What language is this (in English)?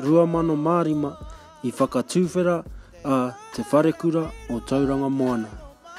Māori